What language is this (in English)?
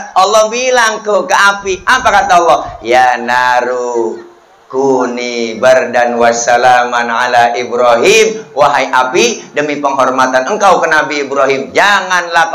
Betawi